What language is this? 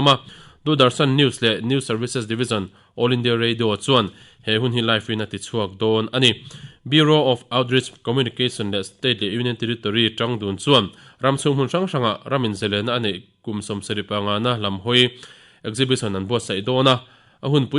Mizo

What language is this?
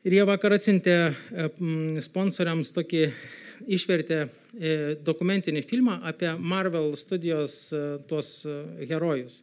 Lithuanian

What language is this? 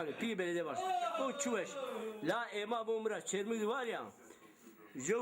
Zaza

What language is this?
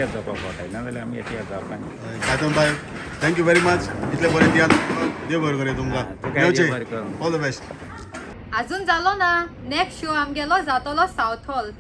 Konkani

